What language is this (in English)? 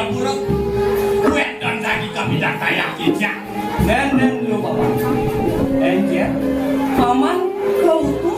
Balinese